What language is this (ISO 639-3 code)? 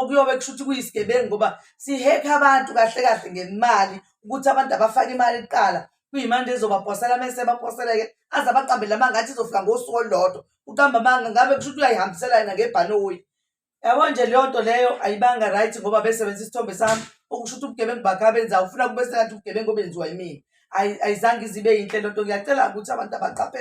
zul